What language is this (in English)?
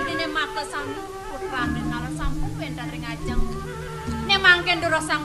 Balinese